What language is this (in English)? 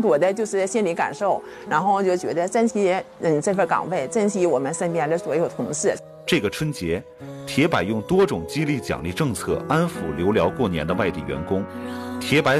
Chinese